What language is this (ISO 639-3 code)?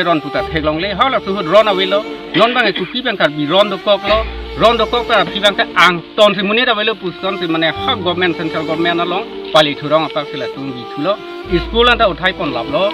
mjw